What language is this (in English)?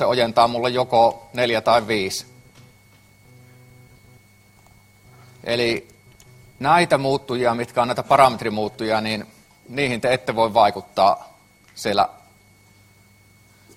Finnish